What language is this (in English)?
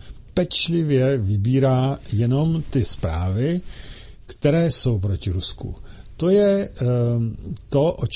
Czech